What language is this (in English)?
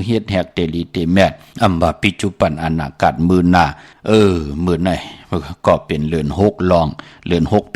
Shan